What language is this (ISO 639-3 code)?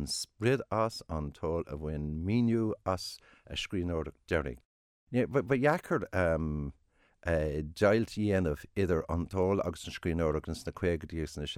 gle